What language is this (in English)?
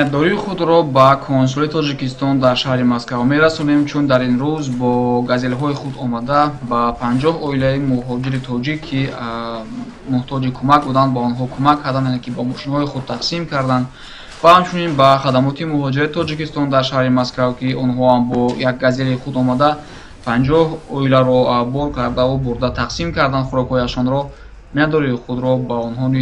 Tajik